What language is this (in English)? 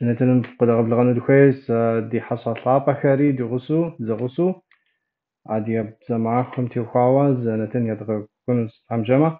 Kabardian